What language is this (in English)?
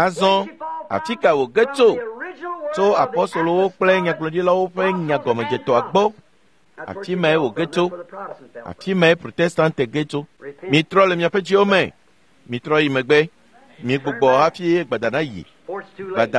Ewe